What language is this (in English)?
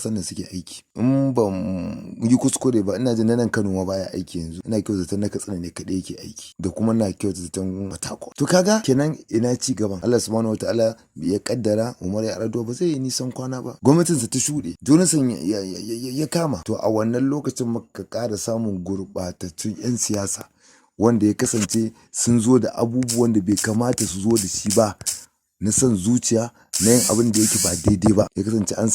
Hausa